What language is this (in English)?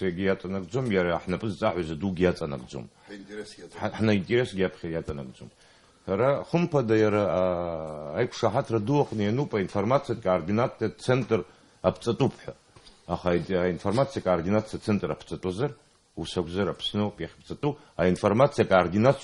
Abkhazian